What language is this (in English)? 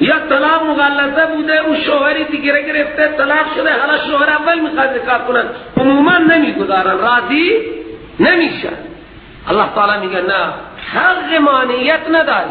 Persian